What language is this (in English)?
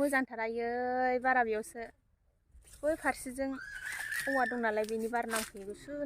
Bodo